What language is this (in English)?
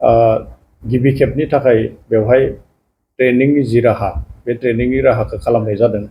Bodo